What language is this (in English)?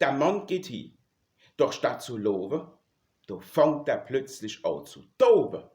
Palatine German